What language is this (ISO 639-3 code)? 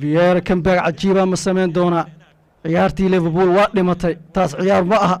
som